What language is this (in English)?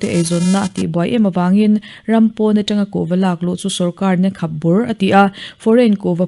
Mizo